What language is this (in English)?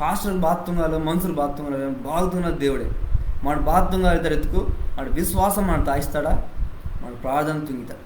Koya